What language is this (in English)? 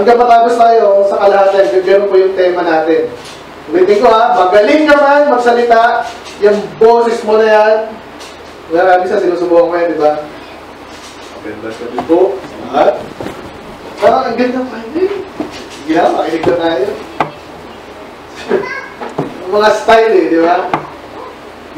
Filipino